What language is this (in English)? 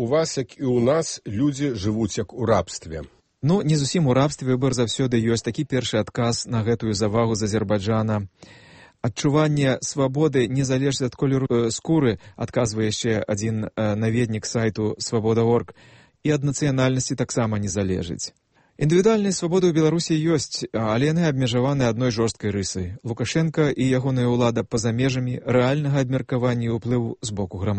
Belarusian